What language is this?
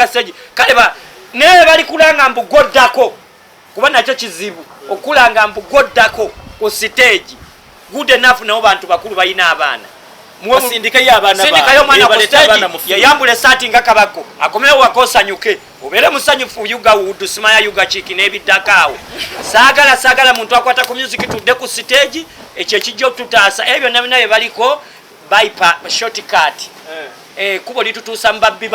Ganda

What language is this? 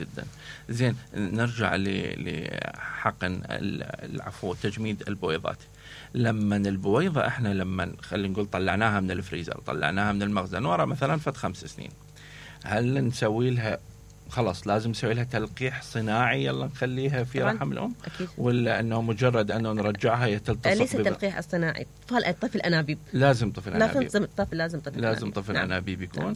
Mesopotamian Arabic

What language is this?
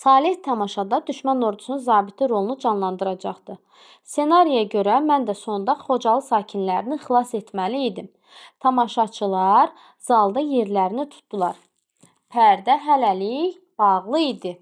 Azerbaijani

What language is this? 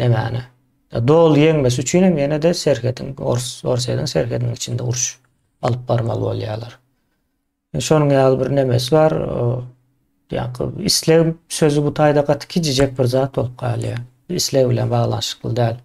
Turkmen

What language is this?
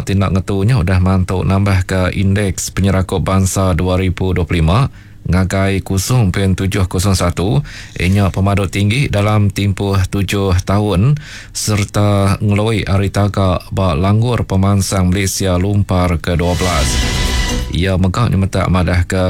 Iban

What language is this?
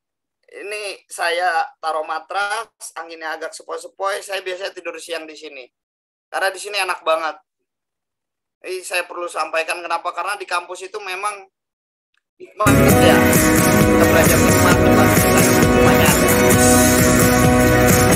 Indonesian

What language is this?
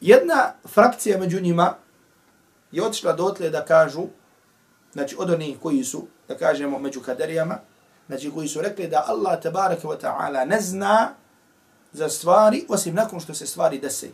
Bosnian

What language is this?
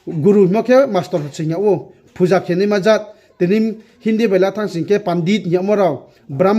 Riang (India)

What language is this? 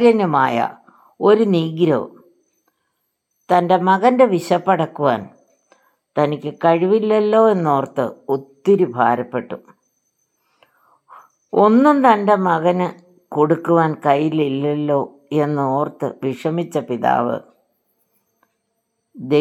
Malayalam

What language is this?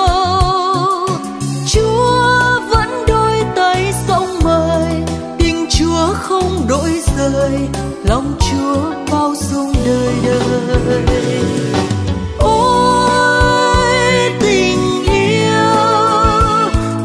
Vietnamese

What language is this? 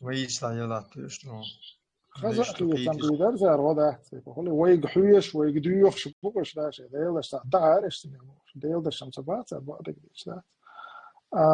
Chechen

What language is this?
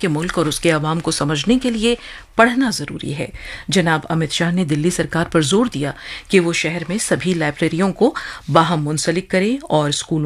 Urdu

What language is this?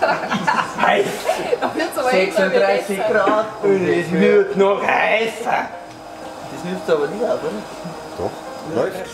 Bavarian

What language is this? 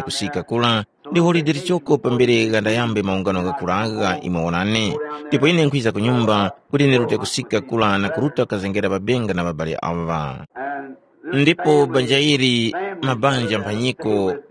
Tumbuka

